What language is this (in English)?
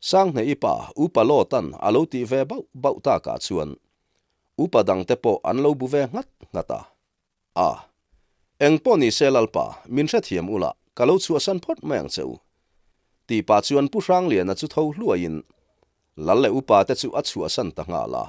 Mizo